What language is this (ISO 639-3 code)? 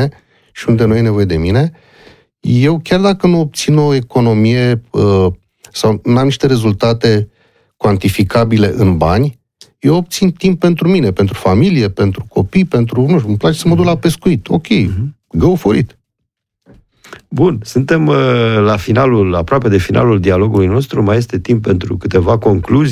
ron